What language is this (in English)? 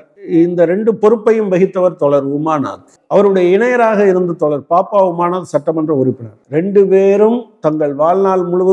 Tamil